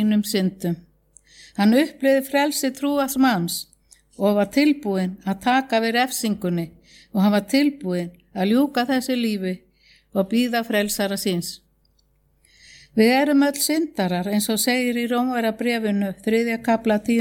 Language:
Icelandic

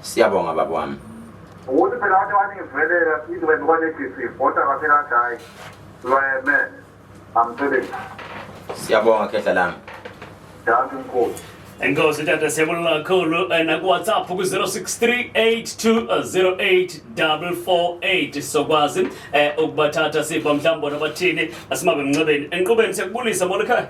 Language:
Zulu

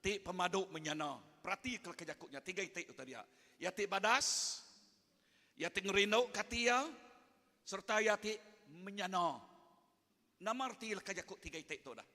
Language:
Iban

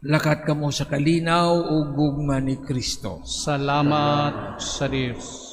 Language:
Cebuano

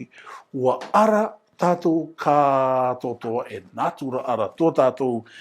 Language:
Rarotongan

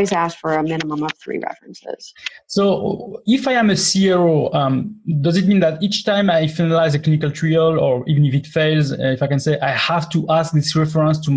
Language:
English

